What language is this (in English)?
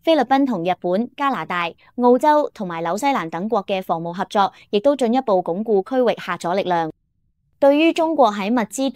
Cantonese